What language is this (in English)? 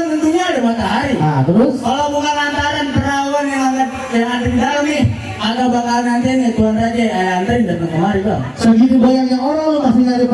Betawi